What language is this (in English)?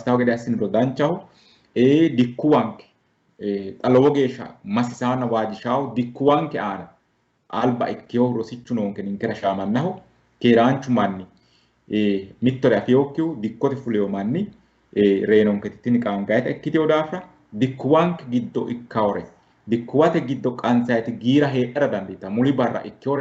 Sidamo